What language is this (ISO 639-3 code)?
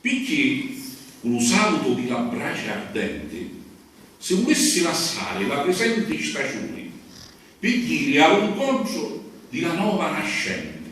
scn